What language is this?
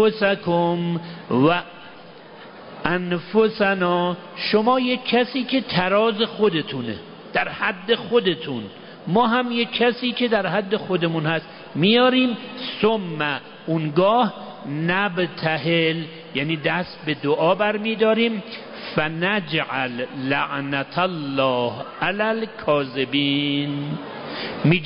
Persian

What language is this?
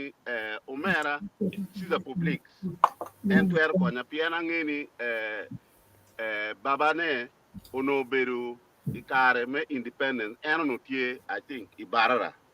Acoli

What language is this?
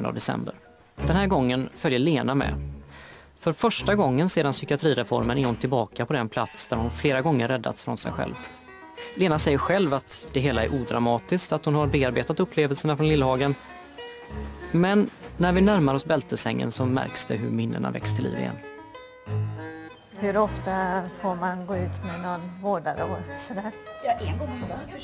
Swedish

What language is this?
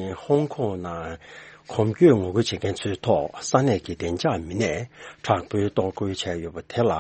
Tibetan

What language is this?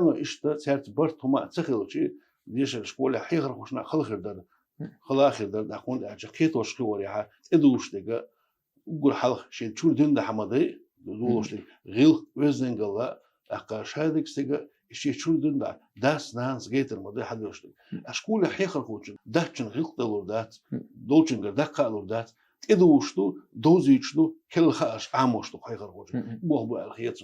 Chechen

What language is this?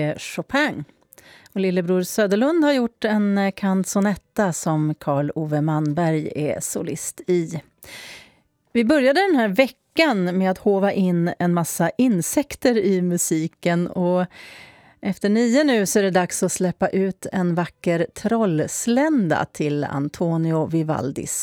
Swedish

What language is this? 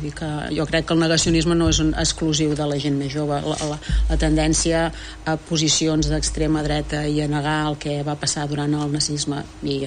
Catalan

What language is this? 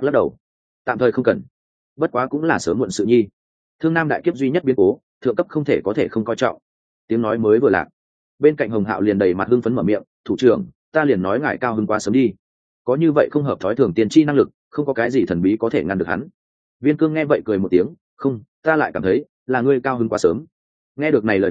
Vietnamese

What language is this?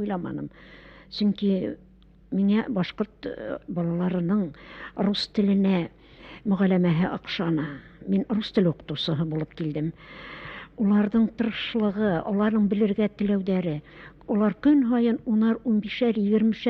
Bashkir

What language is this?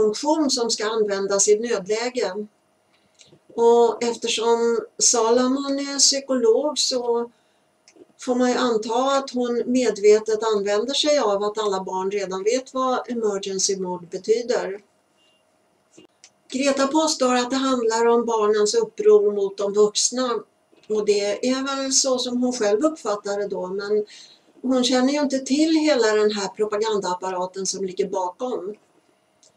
Swedish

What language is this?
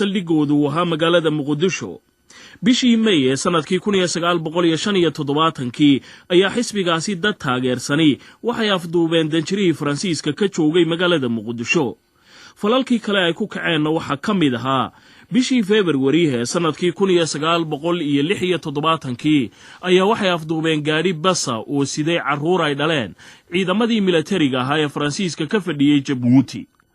Somali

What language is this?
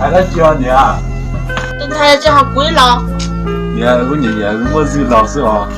Hmong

